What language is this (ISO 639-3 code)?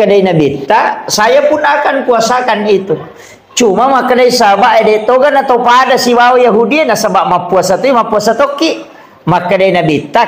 bug